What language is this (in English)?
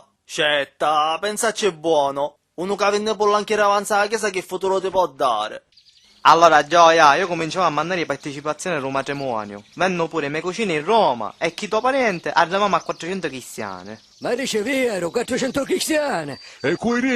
Sicilian